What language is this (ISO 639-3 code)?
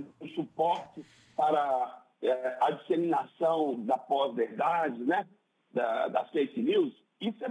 por